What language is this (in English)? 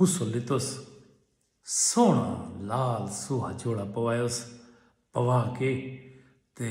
Saraiki